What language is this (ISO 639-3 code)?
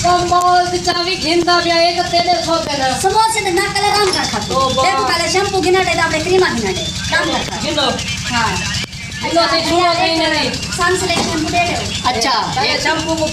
skr